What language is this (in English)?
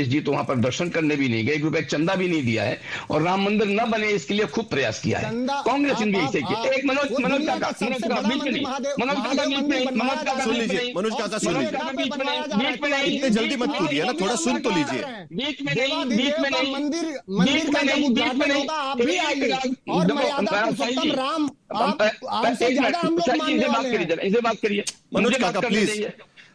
Hindi